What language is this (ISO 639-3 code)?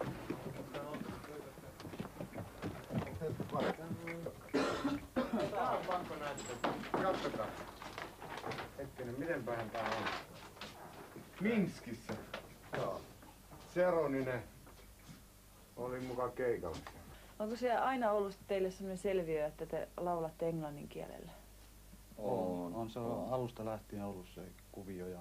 fin